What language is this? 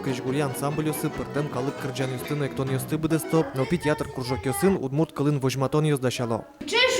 Udmurt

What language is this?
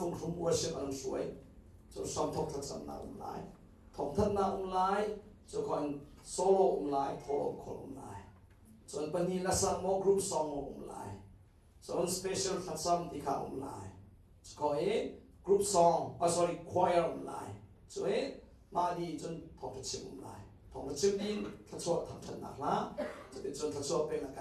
Hakha Chin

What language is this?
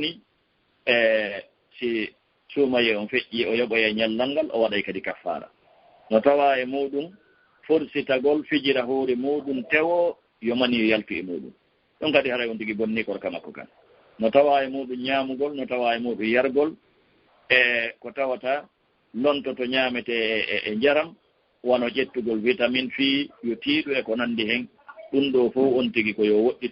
Fula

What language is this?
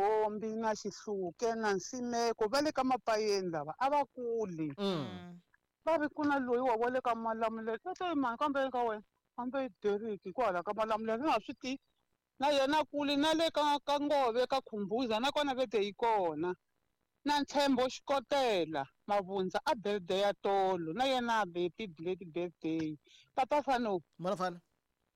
Tsonga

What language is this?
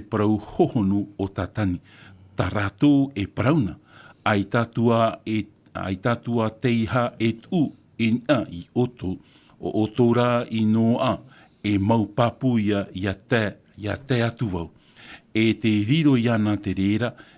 Tahitian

